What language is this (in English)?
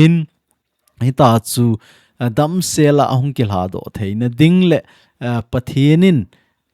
Thado Chin